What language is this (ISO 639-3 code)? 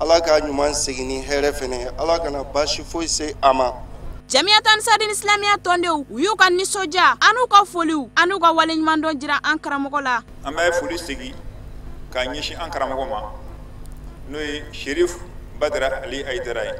bam